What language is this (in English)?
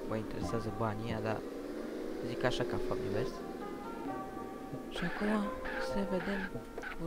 Romanian